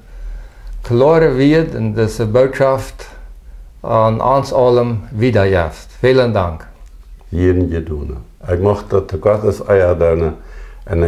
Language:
Plautdietsch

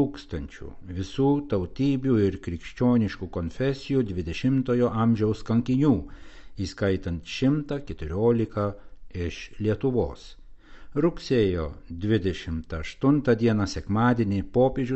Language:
Lithuanian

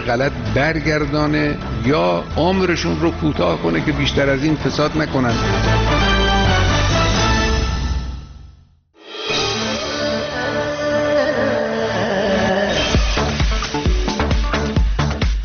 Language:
Persian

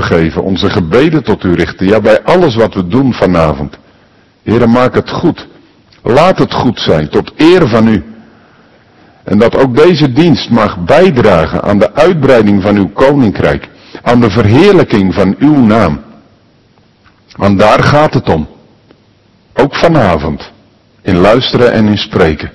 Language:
Dutch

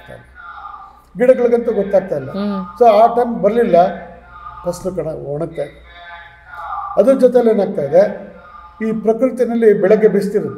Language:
Kannada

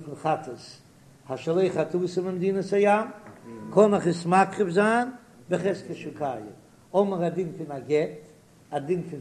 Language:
Yiddish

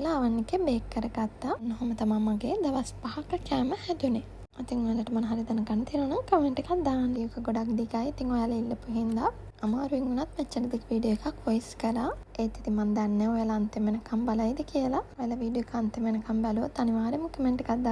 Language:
Sinhala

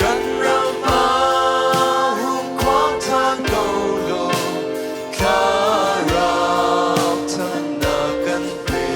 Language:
Hakha Chin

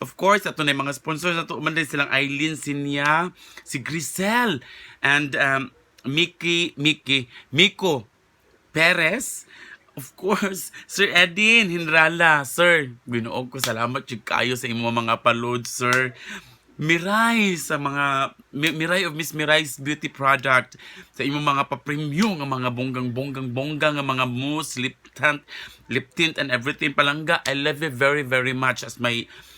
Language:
Cebuano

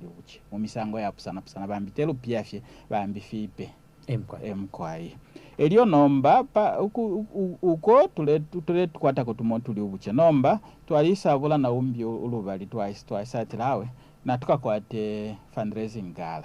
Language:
Bemba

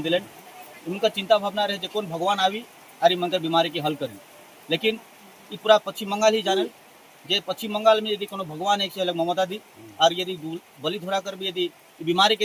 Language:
Sadri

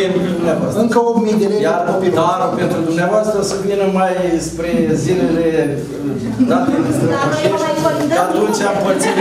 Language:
Romanian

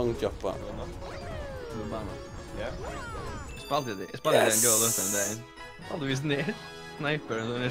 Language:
Faroese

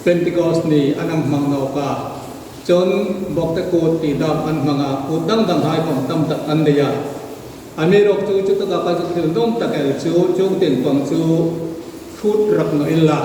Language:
Hmar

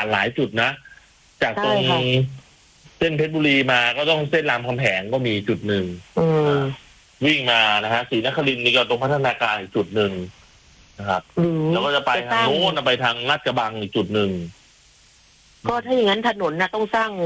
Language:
Thai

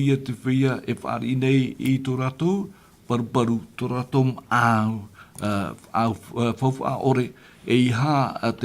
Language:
Tahitian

